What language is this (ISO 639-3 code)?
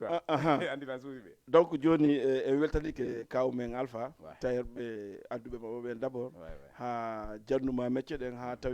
ful